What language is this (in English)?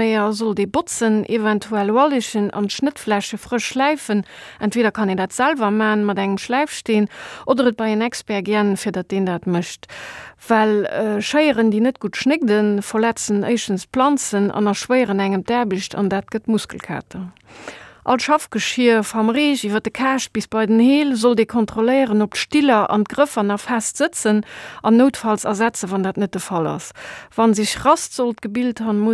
Luxembourgish